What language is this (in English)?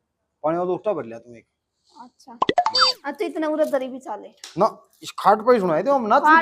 Haryanvi